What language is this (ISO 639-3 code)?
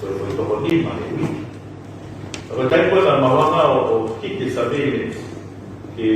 ton